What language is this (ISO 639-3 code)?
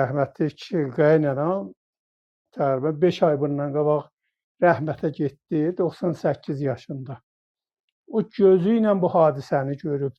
azb